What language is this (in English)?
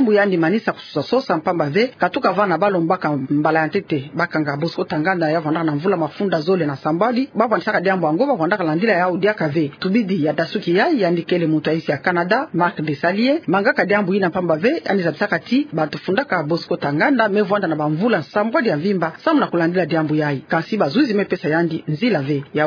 Kituba (Democratic Republic of Congo)